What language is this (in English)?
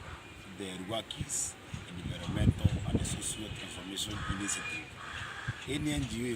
Meru